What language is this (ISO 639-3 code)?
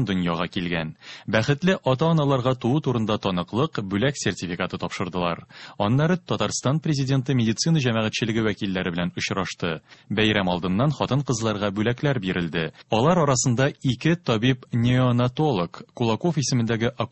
tat